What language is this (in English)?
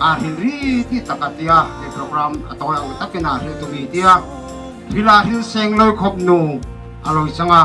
Darlong